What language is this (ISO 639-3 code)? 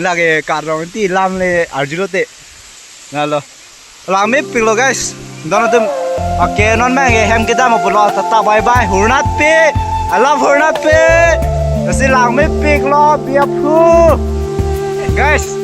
mjw